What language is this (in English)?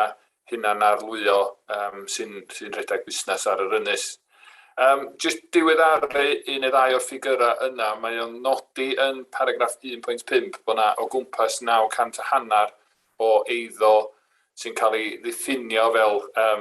Welsh